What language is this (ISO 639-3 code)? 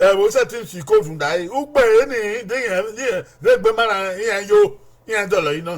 bin